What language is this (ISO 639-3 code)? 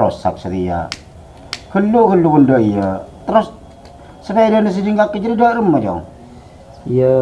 mad